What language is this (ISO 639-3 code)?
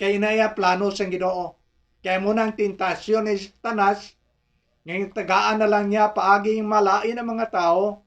hil